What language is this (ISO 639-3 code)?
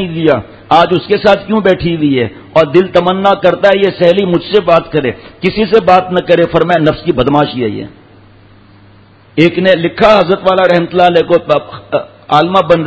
urd